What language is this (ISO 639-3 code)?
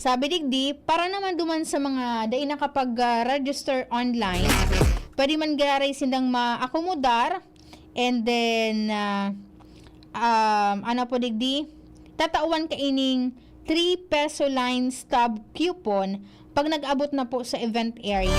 bik